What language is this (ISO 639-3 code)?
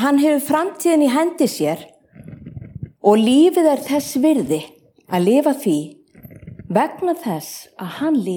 isl